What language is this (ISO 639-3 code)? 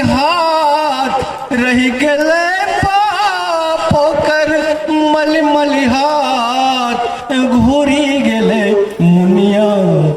anp